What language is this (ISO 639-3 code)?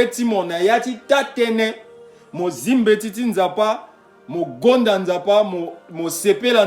sag